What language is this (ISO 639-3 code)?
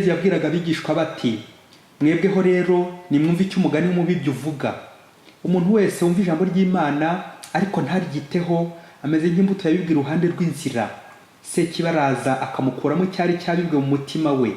kin